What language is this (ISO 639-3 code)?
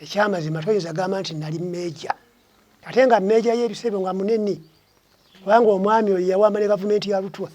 lug